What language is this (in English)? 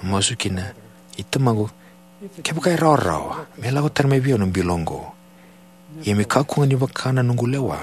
Fijian